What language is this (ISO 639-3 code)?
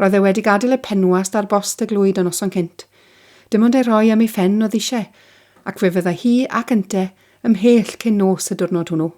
cym